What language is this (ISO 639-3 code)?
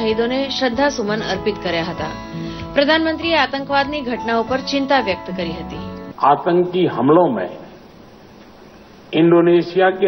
guj